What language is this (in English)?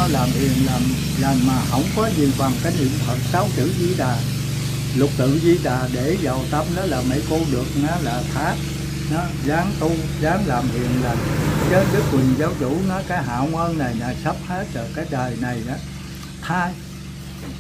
Vietnamese